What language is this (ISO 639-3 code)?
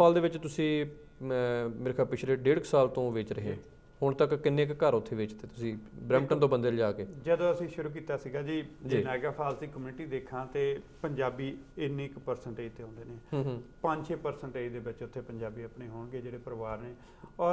pan